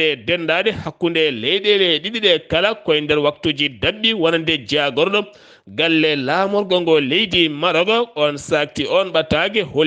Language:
Fula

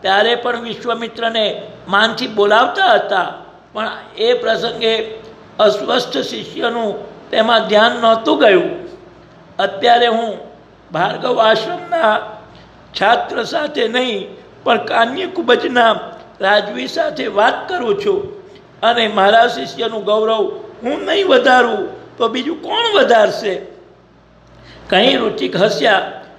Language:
Gujarati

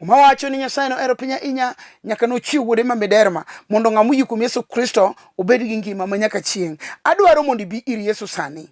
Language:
Luo (Kenya and Tanzania)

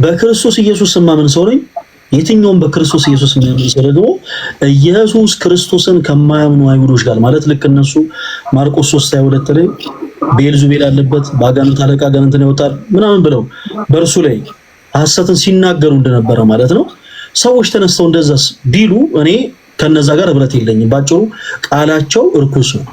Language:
Amharic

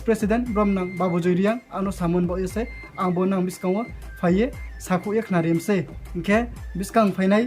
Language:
Riang (India)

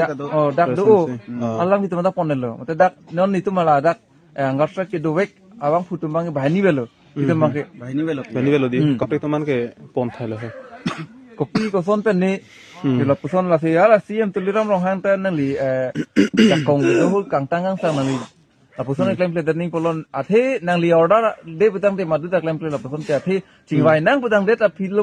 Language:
Karbi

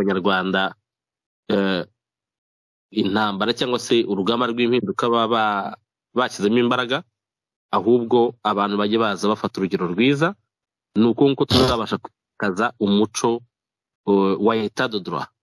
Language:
Kinyarwanda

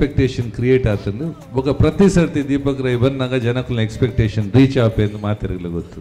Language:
Tulu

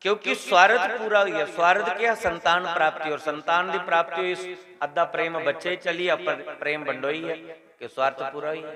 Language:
Dogri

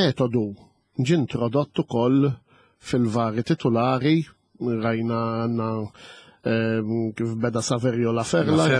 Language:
Maltese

